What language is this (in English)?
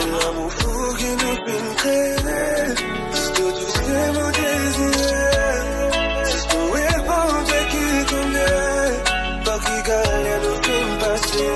Morisyen